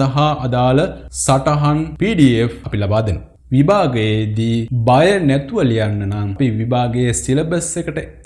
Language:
Sinhala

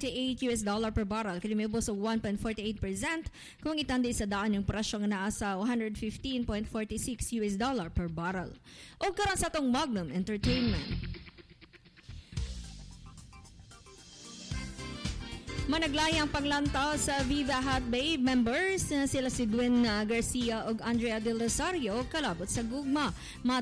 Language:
Cebuano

